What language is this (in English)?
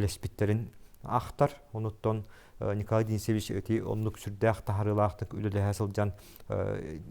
Yakut